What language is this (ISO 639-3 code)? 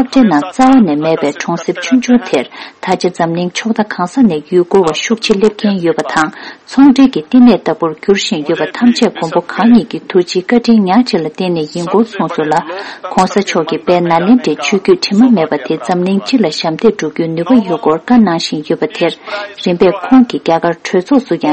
bod